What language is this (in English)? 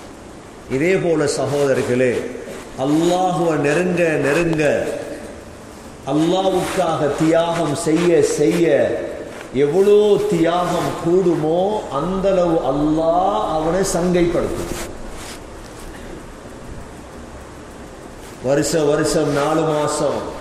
Tamil